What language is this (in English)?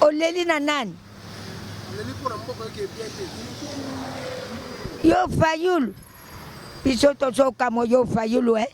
Lingala